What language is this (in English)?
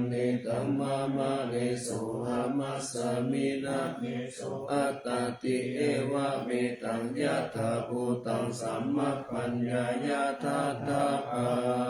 Pali